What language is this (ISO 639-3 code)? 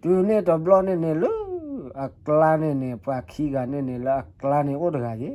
ksw